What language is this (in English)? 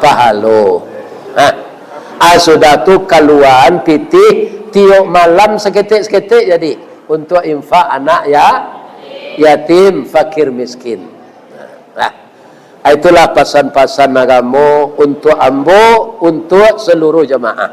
Minangkabau